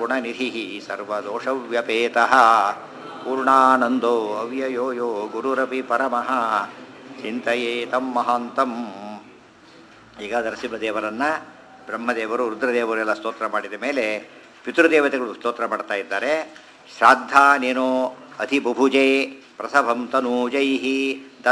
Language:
Kannada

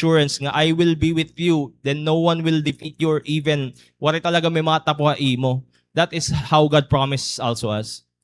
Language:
Waray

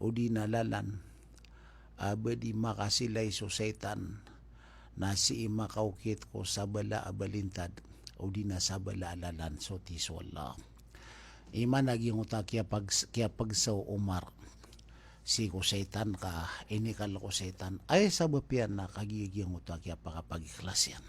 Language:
Maranao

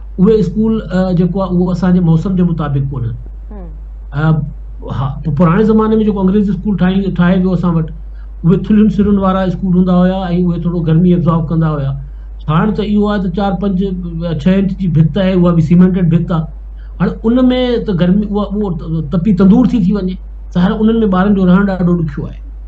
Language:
Sindhi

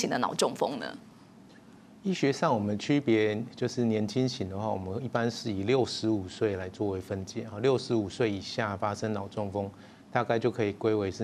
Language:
Chinese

